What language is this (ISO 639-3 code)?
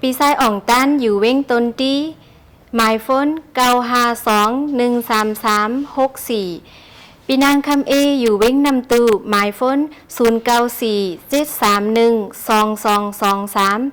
shn